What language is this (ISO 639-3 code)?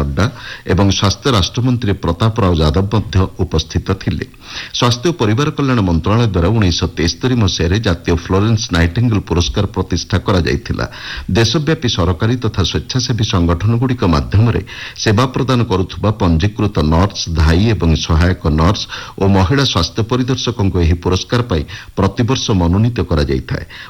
ori